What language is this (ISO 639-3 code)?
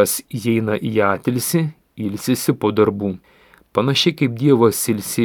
lit